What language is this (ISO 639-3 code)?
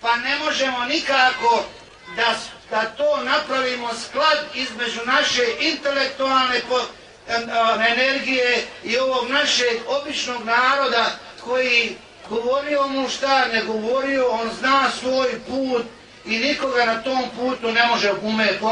bos